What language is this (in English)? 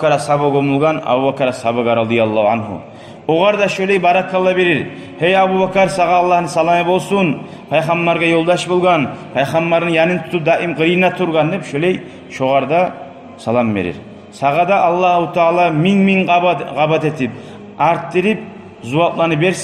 Kumyk